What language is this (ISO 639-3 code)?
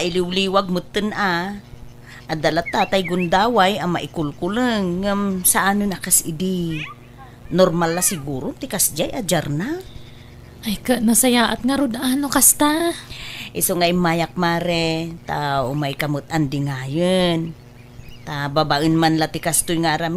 ilo